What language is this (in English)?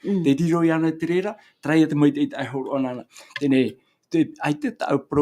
Tahitian